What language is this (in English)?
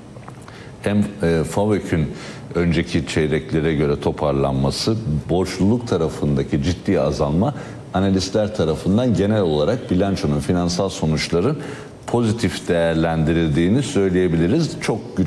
Turkish